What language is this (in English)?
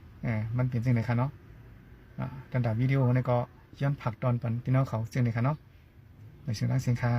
Shan